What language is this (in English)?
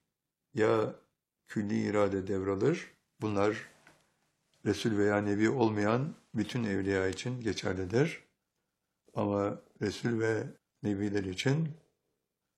Turkish